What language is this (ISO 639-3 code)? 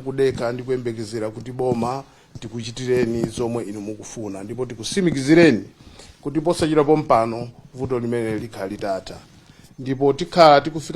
nya